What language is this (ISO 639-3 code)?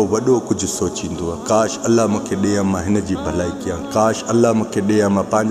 snd